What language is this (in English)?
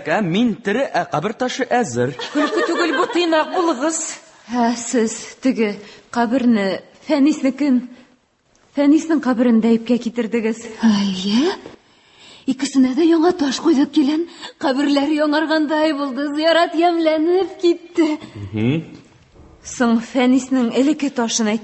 Tatar